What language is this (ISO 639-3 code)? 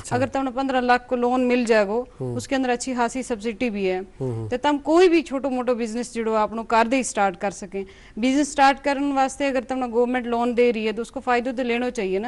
gju